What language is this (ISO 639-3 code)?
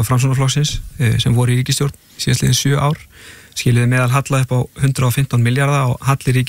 isl